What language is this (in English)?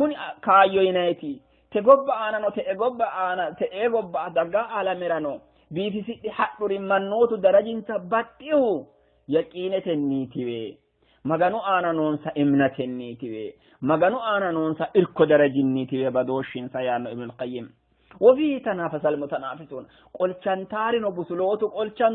Sidamo